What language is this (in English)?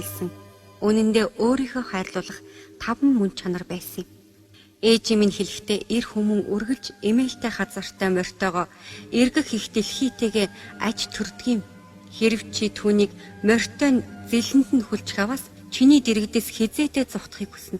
Mongolian